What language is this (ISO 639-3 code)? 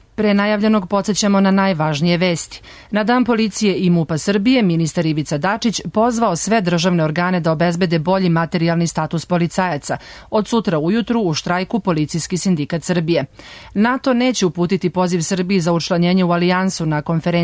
srp